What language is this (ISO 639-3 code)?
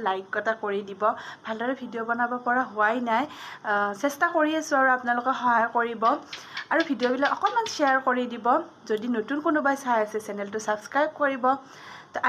asm